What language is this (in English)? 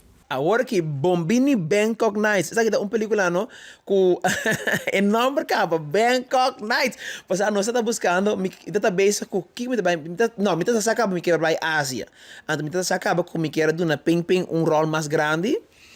Papiamento